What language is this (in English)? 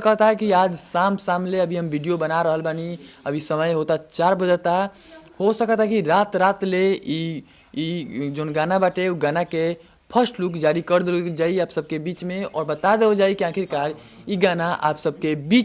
Bhojpuri